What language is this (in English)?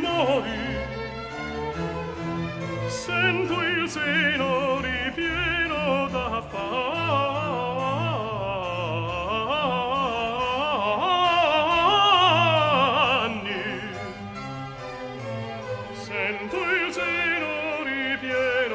Italian